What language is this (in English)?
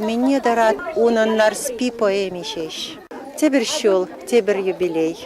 Chuvash